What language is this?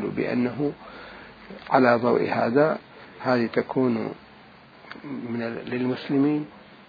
Mesopotamian Arabic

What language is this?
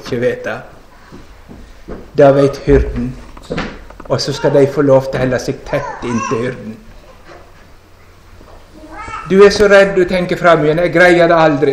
Norwegian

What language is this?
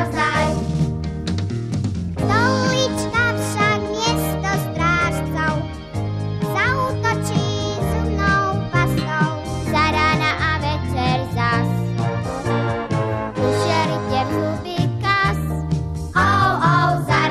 Slovak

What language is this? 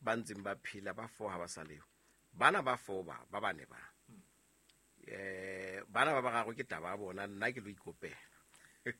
Southern Sotho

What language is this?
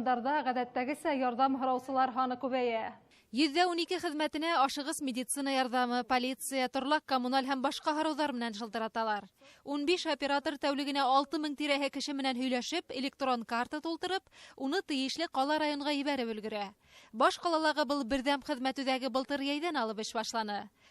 Bashkir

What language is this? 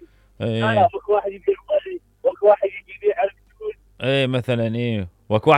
Mesopotamian Arabic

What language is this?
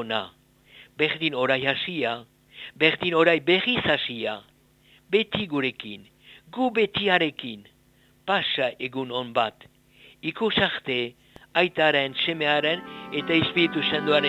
Basque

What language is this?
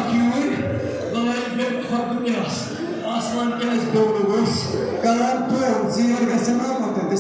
Kashmiri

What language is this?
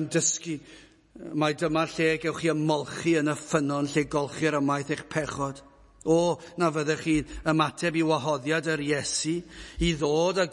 Welsh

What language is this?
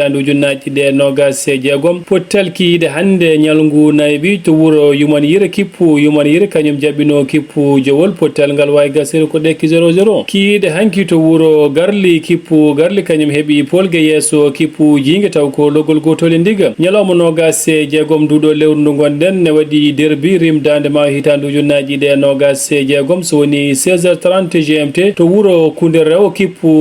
Fula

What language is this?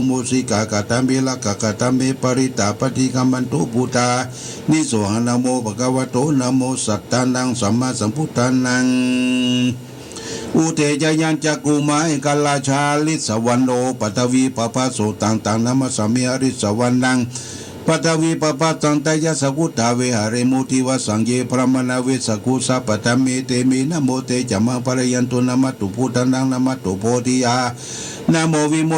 Pali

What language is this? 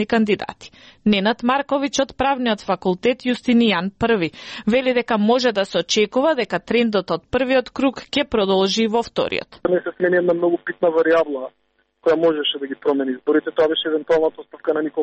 Macedonian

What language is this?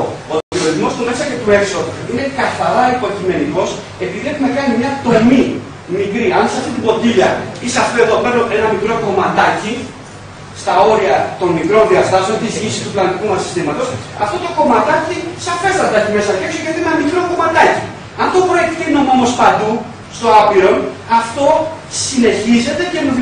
Greek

